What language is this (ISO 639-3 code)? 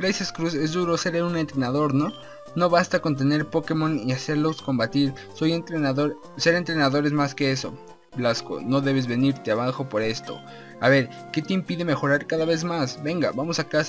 spa